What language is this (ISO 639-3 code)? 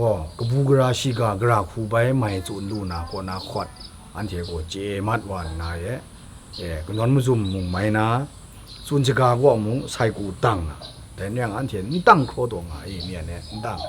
kac